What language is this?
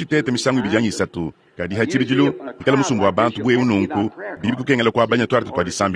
Luba-Lulua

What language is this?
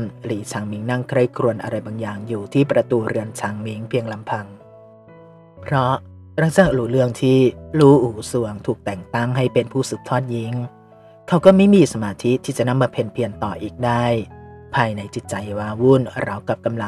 Thai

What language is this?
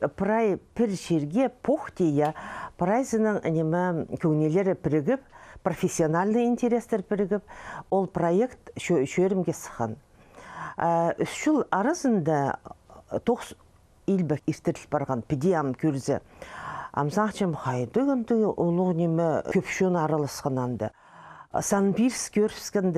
Khakas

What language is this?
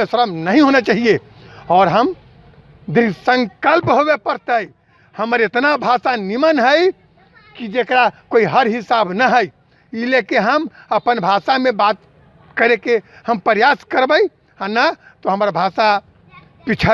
Magahi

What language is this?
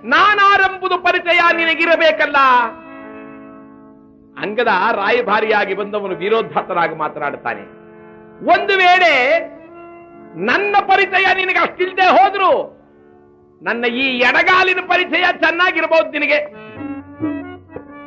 Kannada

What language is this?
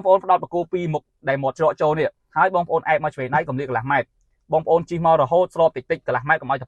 Khmer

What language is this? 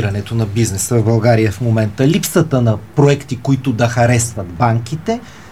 Bulgarian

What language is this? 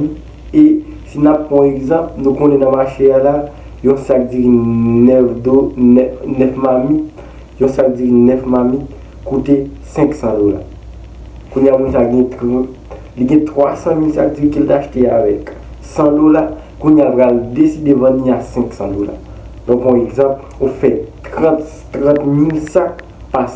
Haitian Creole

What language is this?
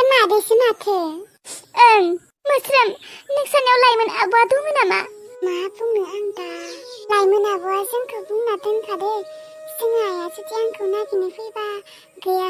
Bodo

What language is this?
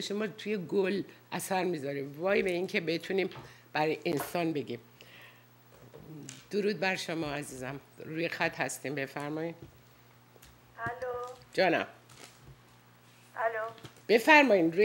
Persian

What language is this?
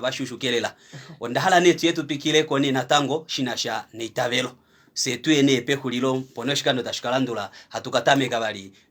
Kuanyama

